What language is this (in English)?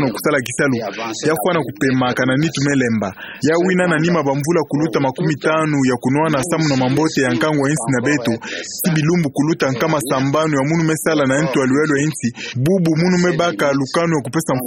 Kituba (Democratic Republic of Congo)